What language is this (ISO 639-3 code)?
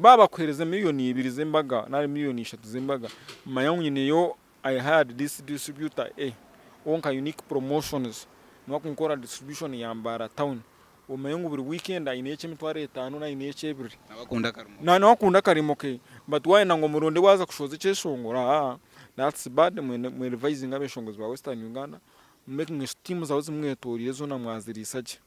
nyn